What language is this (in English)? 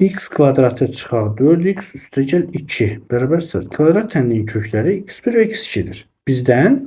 Azerbaijani